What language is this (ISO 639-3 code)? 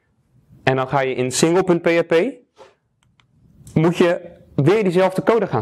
nld